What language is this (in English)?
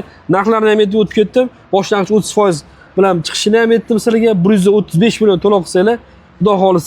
Uzbek